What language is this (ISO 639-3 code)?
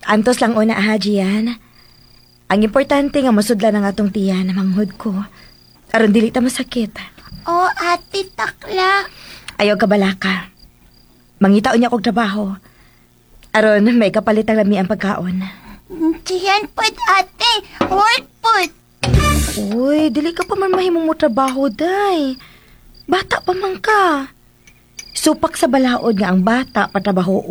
ceb